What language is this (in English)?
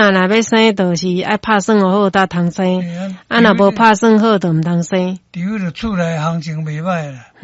Min Nan Chinese